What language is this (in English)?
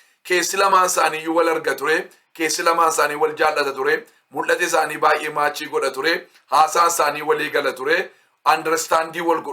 Oromo